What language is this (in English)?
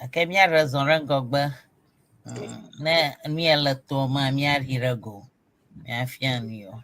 Ewe